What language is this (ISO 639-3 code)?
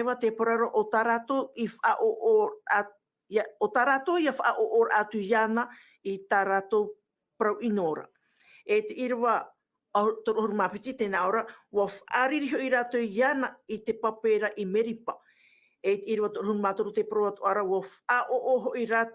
tah